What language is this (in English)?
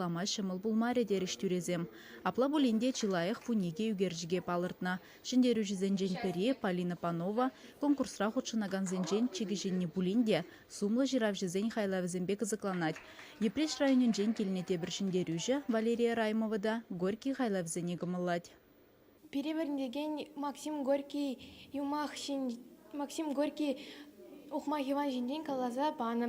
Chuvash